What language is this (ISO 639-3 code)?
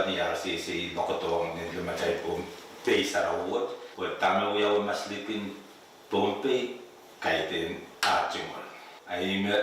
pon